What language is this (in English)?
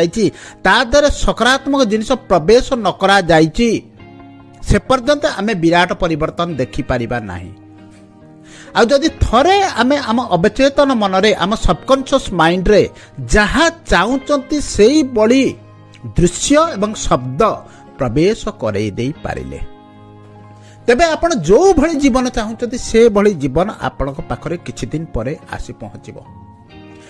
Odia